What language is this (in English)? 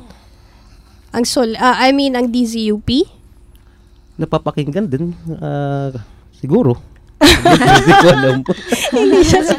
Filipino